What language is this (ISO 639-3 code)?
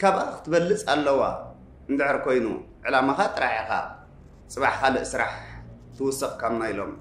tir